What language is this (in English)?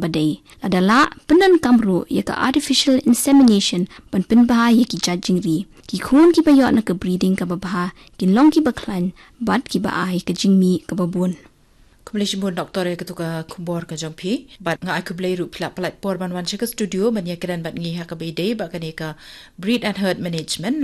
Khasi